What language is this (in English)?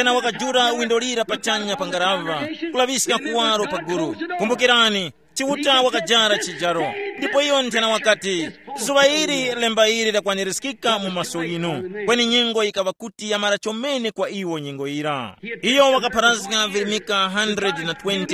Tumbuka